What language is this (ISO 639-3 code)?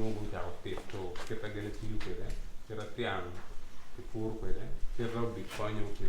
ach